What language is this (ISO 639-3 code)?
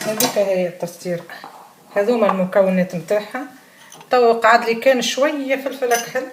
aeb